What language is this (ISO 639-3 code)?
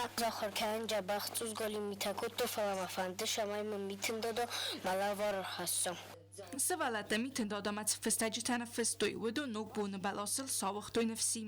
oss